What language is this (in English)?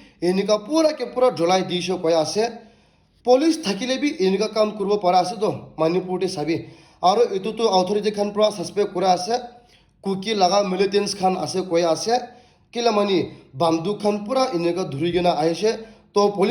Naga Pidgin